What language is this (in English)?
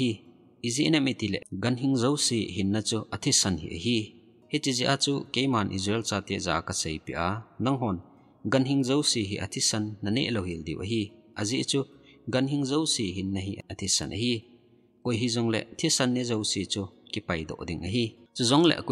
Thado Chin